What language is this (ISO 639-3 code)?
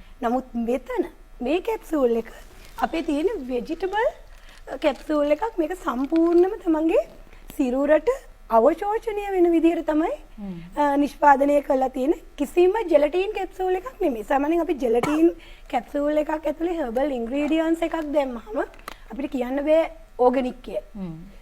sin